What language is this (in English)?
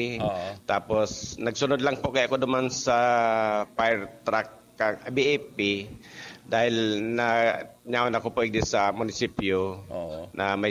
Bikol